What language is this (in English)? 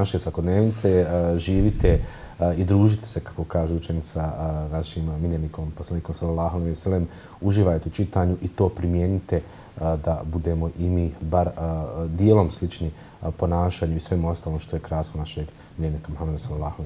Bosnian